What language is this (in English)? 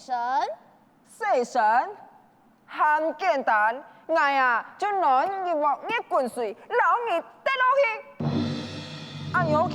Hakka Chinese